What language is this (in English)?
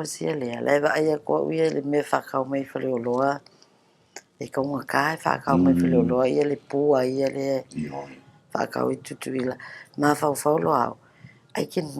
Samoan